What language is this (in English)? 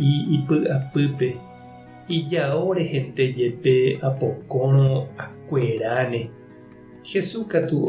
Guarani